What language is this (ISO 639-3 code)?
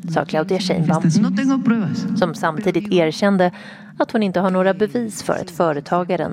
swe